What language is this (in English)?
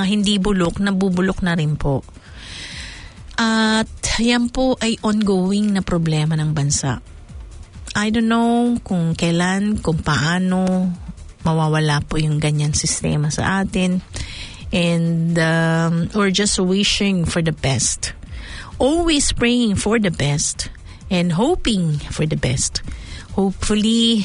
Filipino